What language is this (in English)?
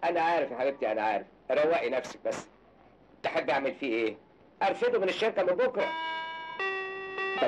Egyptian Arabic